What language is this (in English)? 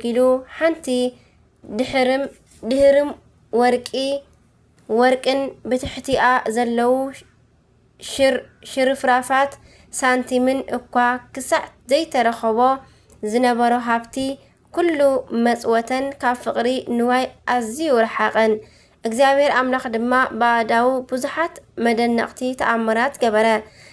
Tigrinya